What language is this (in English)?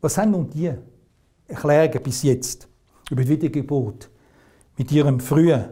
Swiss German